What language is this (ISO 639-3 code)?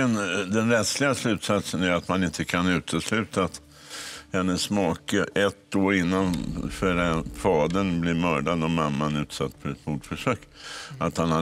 swe